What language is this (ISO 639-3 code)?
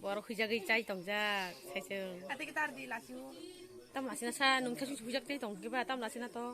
trp